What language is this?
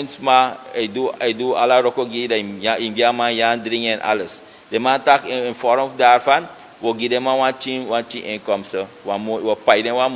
Sranan Tongo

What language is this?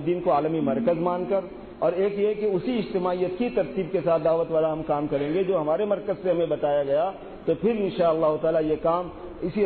Urdu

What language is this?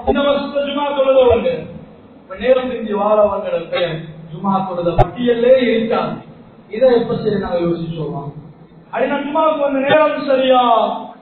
Tamil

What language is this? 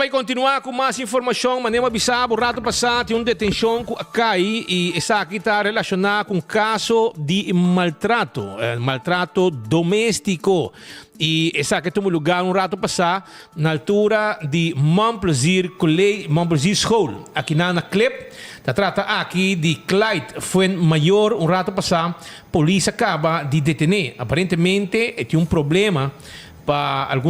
Papiamento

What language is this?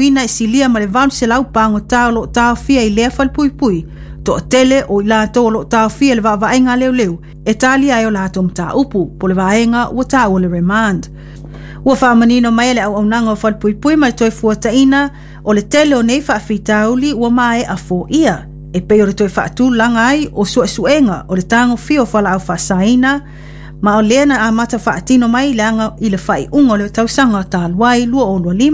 Samoan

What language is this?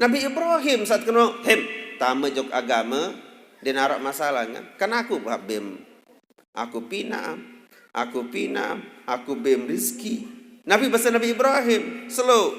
Sasak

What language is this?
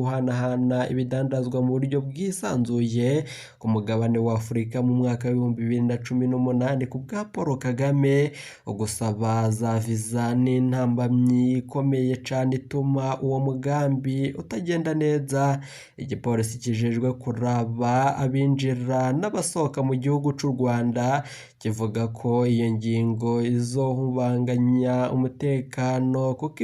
Rundi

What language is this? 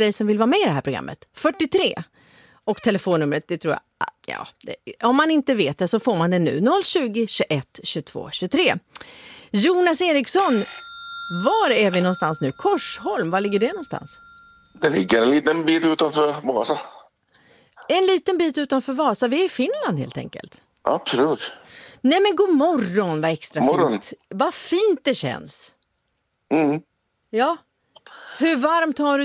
Swedish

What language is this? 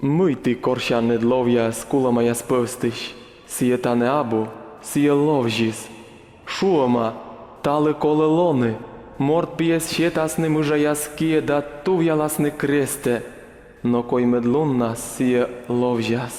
Komi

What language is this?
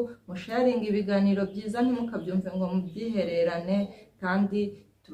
Kinyarwanda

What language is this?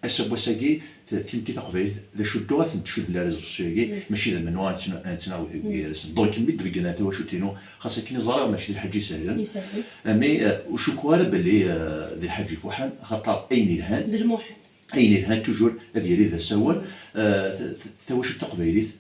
Kabyle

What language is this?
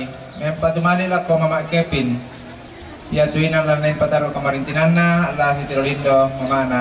Toraja-Sa'dan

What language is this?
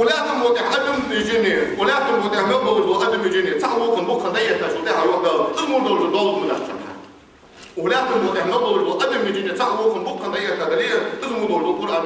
Ingush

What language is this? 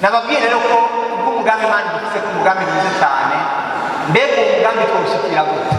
Rundi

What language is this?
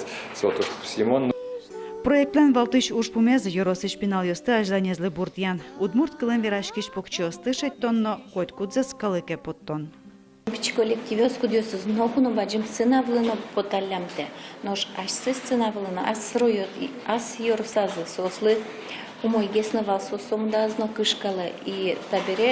Udmurt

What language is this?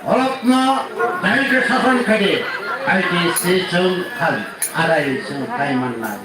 Kok Borok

